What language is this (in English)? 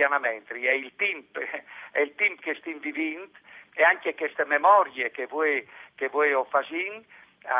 Friulian